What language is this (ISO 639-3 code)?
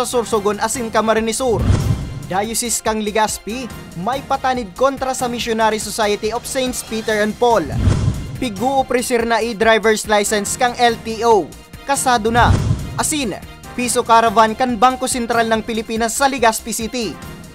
bik